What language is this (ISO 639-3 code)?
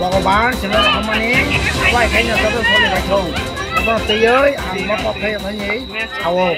trp